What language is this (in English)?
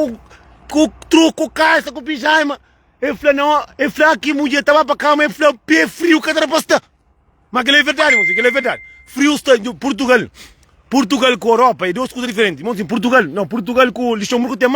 Kabuverdianu